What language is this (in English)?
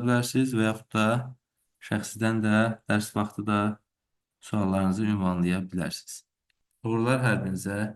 Azerbaijani